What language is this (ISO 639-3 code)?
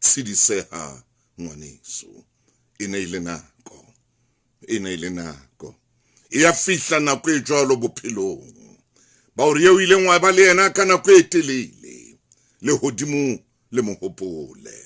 sot